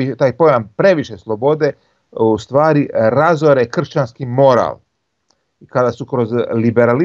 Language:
Croatian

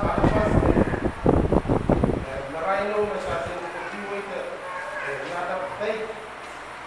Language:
Pohnpeian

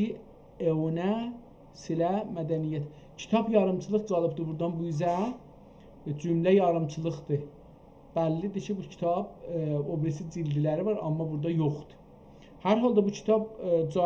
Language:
South Azerbaijani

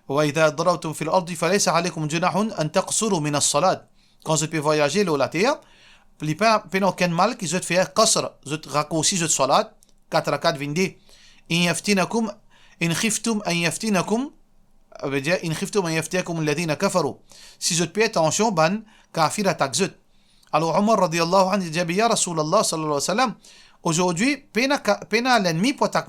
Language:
Morisyen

